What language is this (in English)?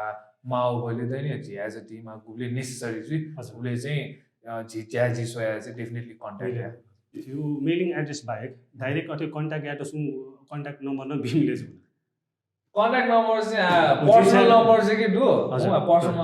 Newari